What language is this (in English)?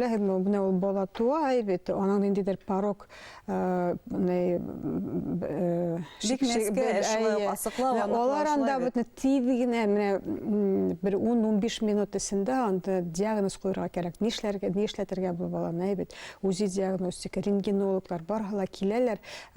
Bashkir